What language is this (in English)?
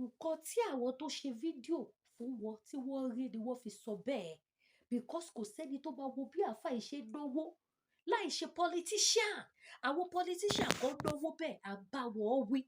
Yoruba